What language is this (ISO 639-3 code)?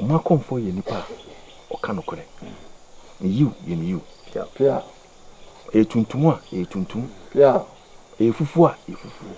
aka